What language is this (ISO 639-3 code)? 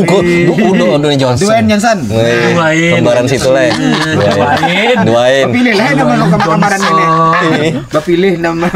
bjn